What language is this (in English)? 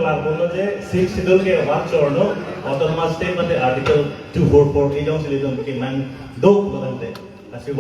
Karbi